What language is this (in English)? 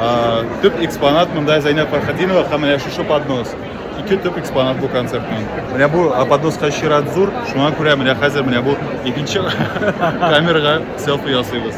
Tatar